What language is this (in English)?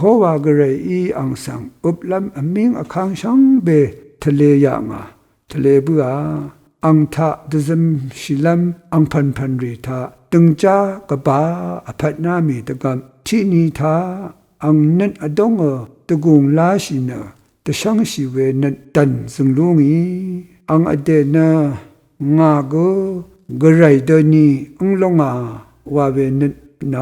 Rawang